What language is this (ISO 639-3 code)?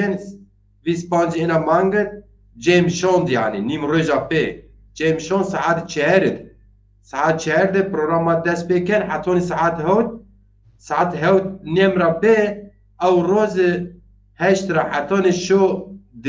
zza